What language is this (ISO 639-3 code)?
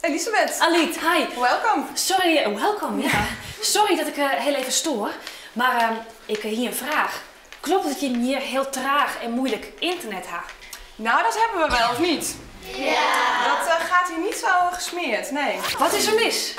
fry